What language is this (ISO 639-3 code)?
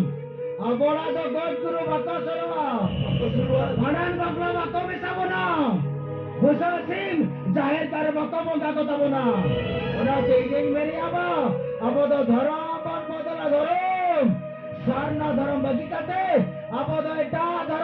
sat